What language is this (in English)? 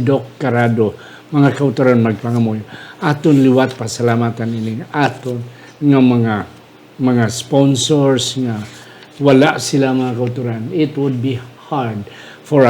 Hiligaynon